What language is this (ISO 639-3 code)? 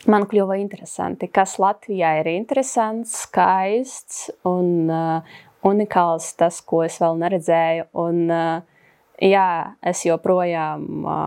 lav